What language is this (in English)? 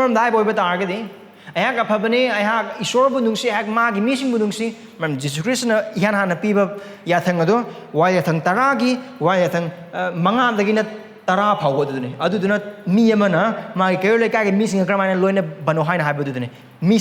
Manipuri